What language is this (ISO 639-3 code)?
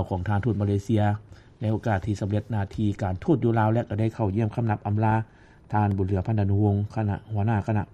lao